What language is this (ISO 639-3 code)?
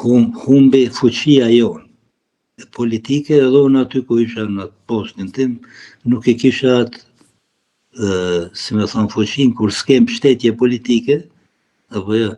sqi